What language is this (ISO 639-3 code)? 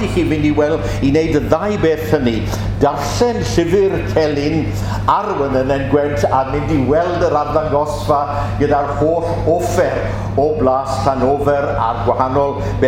cym